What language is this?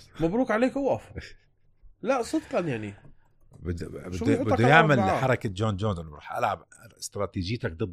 North Levantine Arabic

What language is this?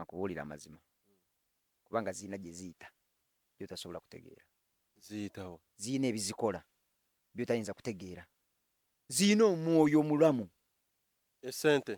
Ganda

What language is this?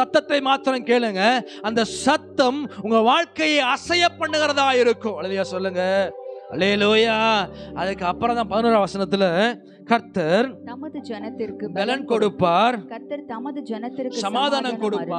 Tamil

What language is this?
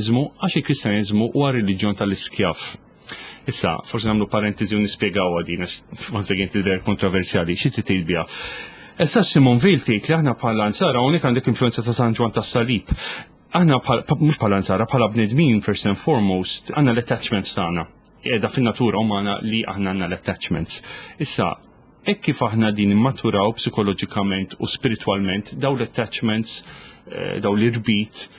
Maltese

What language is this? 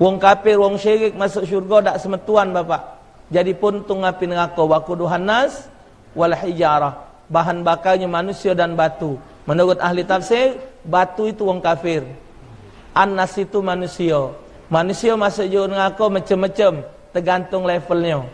Musi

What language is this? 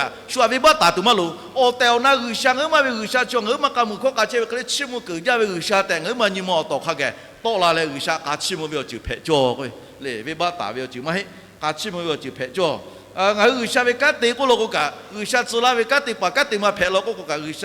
Lahu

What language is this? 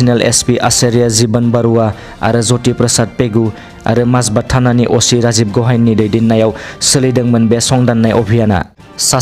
Bodo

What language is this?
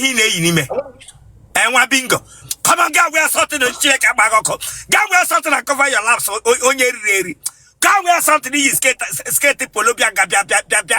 Igbo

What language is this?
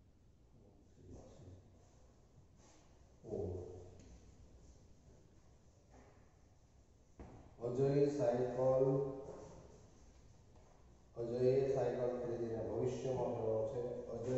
Gujarati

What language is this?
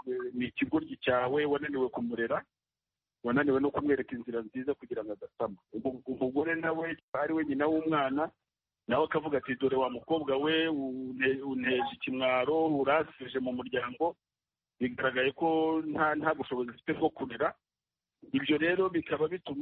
Kinyarwanda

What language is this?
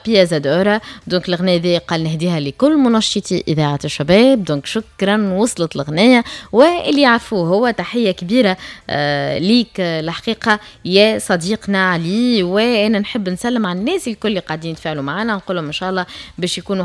Tunisian Arabic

